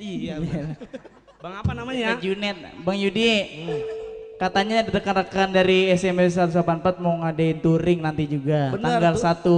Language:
Betawi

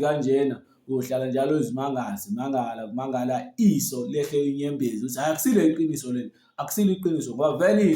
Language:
Zulu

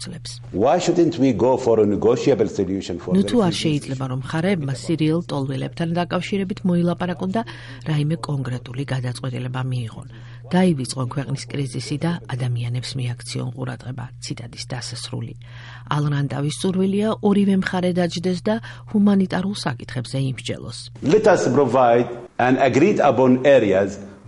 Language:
Georgian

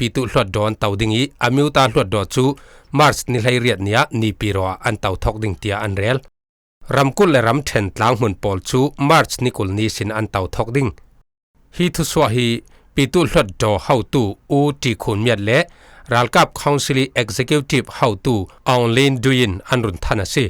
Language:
Falam Chin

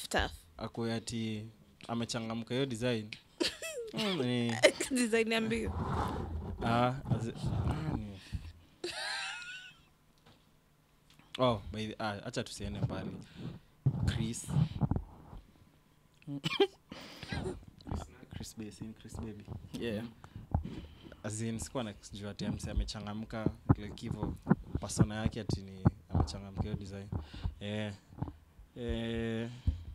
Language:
Swahili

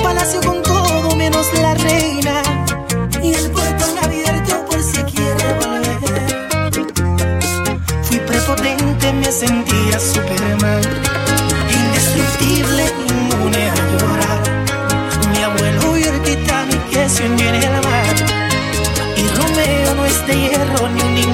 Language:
Spanish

